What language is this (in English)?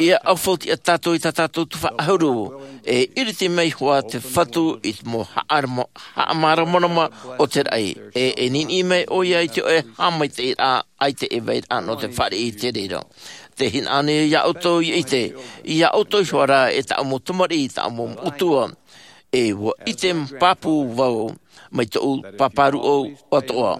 Tahitian